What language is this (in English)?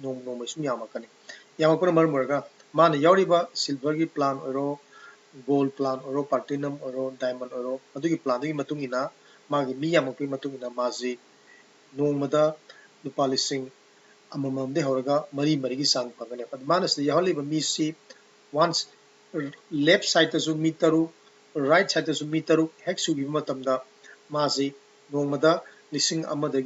Manipuri